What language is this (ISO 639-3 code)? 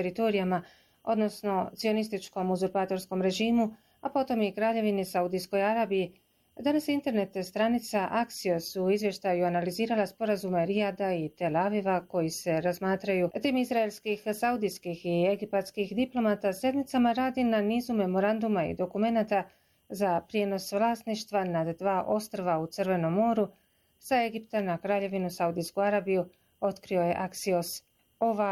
bos